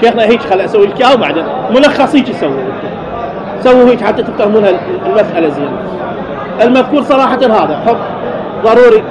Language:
Mesopotamian Arabic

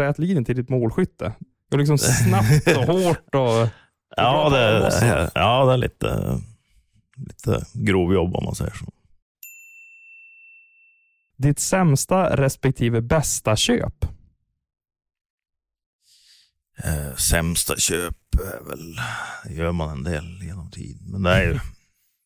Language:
Swedish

